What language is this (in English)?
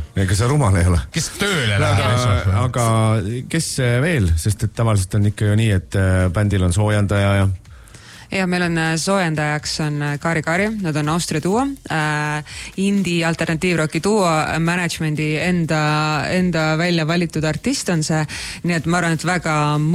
Estonian